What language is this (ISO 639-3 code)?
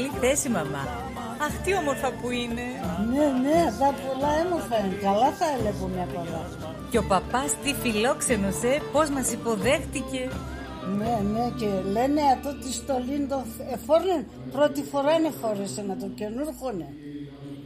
pnt